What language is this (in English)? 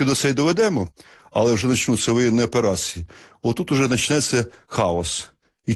Ukrainian